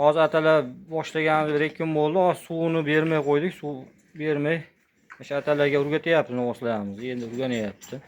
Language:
Uzbek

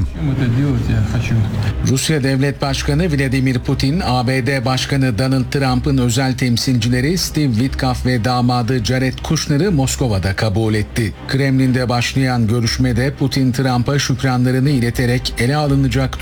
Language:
Turkish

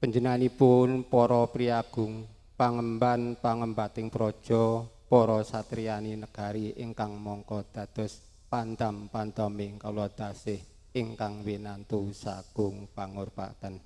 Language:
Javanese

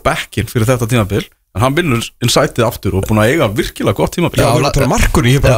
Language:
Icelandic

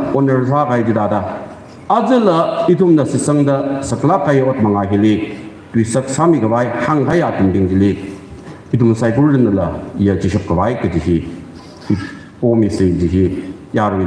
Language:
Tangkhul Naga (India)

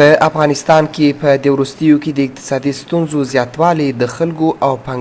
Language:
Pashto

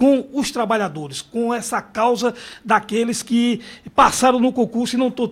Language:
Portuguese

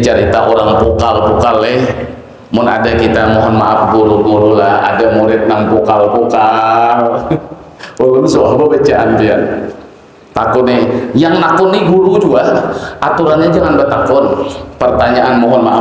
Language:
Banjar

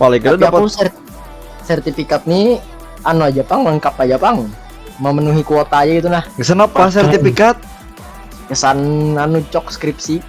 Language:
Banjar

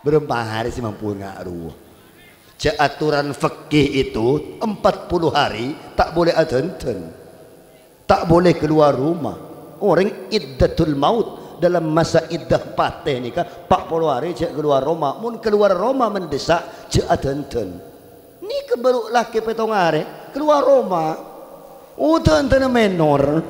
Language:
Madurese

